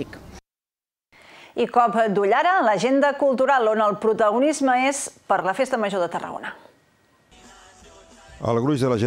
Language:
Catalan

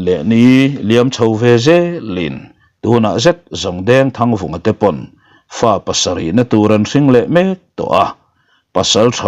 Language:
Mizo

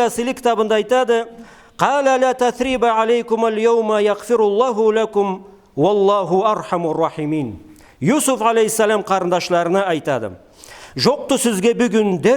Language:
Karachay-Balkar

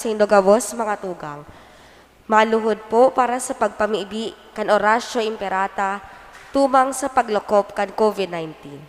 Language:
Bikol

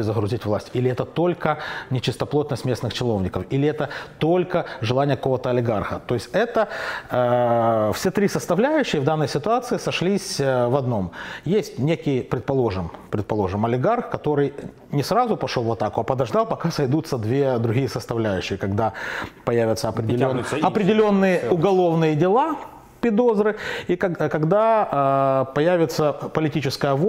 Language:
Russian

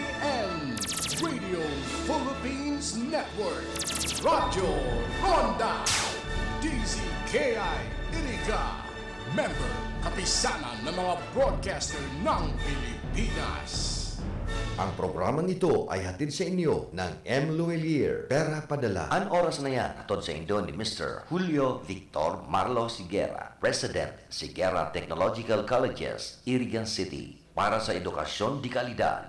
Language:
Bikol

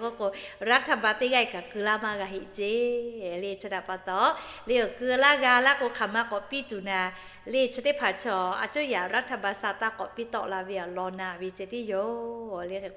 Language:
Lahu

